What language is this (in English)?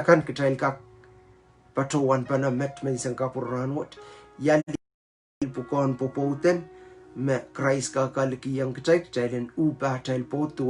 Pohnpeian